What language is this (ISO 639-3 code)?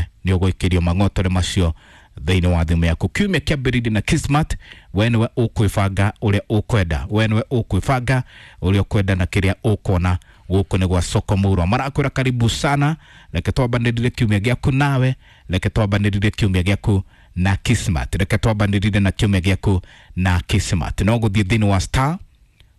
kik